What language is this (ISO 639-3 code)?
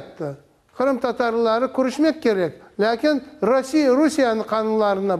crh